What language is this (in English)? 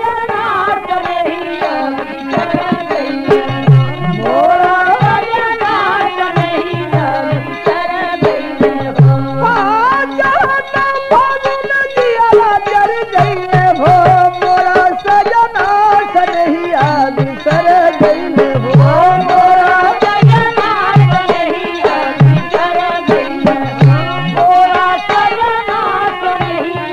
Bhojpuri